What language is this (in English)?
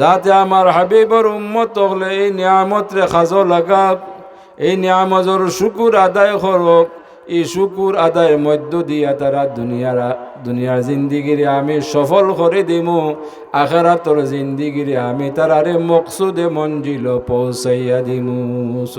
Sylheti